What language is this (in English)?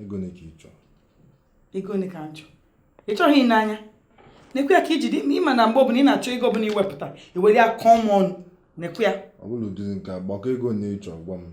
Igbo